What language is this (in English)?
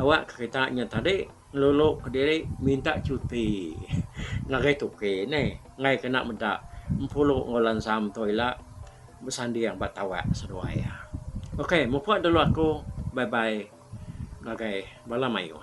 Iban